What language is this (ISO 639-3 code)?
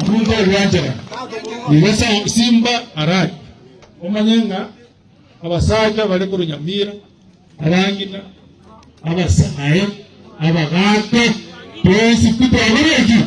guz